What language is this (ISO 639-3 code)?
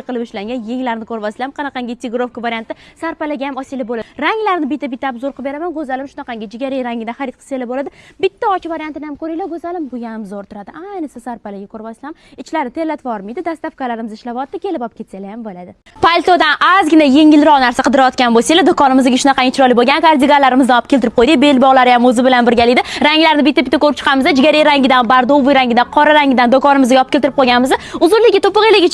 uzb